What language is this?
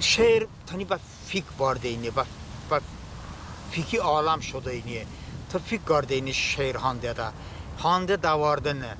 Talysh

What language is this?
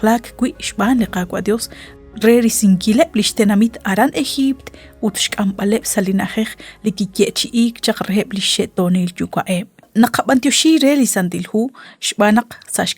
Kekchí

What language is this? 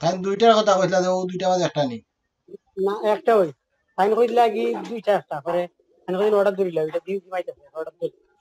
Sylheti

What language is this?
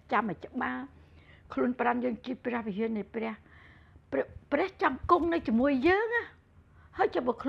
Khmer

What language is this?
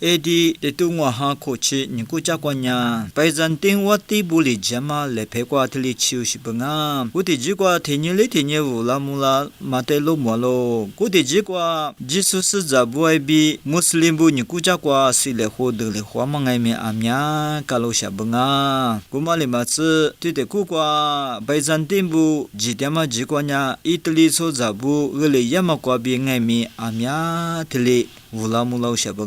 Lisu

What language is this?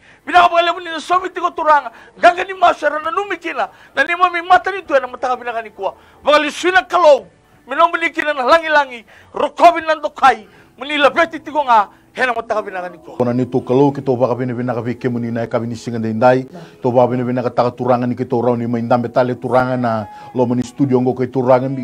Fijian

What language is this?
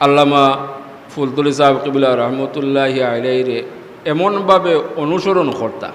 Sylheti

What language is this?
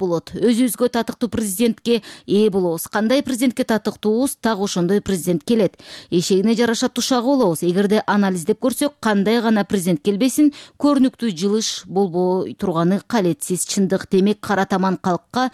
Kyrgyz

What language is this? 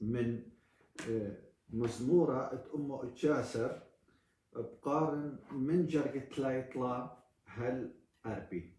Assyrian Neo-Aramaic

